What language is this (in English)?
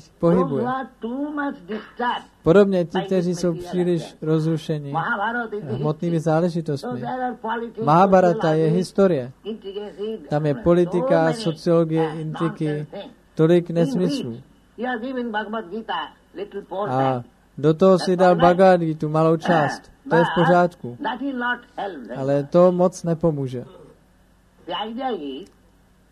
Czech